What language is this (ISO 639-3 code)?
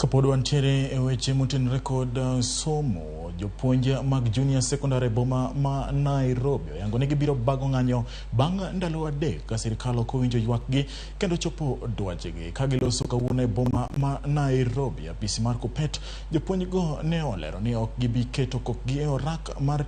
luo